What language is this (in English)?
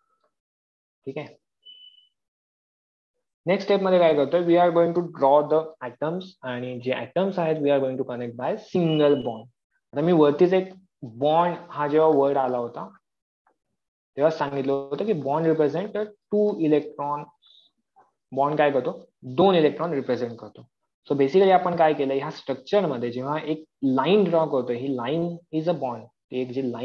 Marathi